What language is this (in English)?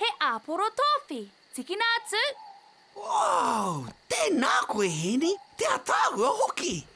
Māori